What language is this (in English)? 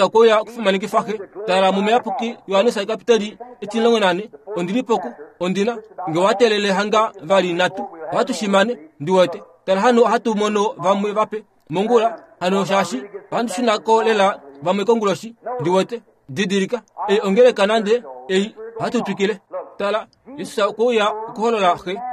Kuanyama